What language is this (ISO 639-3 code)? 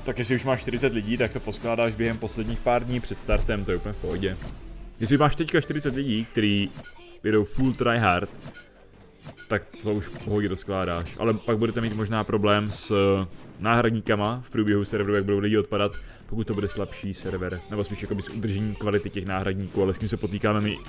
ces